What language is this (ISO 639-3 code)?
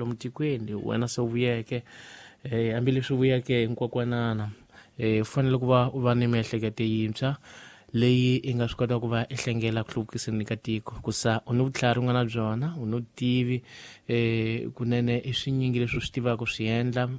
tso